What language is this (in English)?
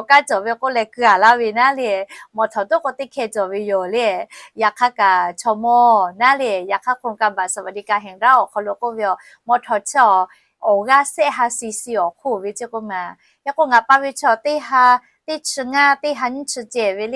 Lahu